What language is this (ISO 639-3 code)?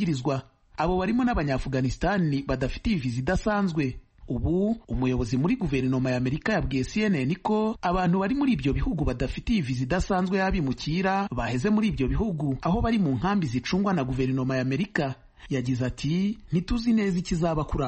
kin